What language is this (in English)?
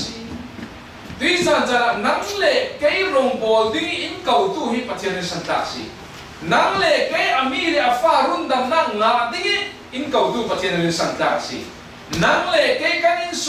Falam Chin